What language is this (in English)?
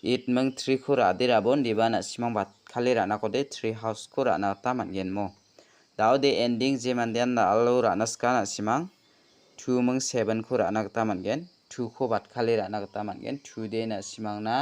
Garo